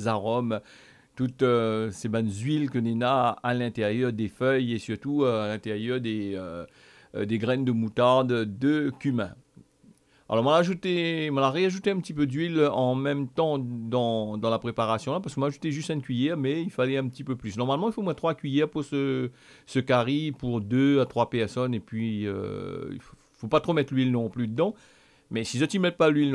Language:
Réunion Creole French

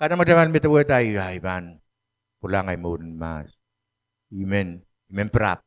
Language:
Pohnpeian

